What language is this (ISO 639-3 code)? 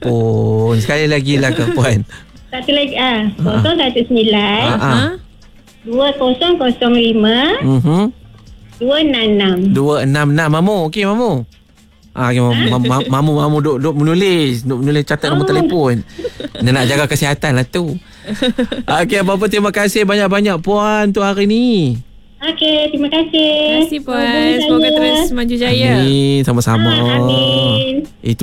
msa